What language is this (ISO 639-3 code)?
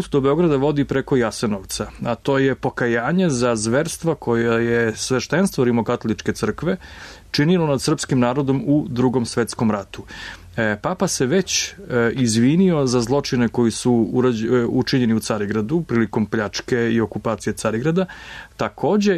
srp